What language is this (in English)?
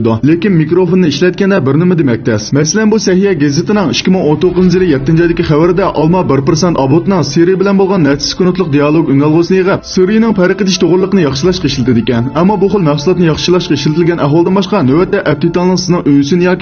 Uyghur